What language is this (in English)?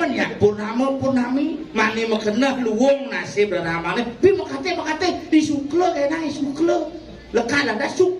Balinese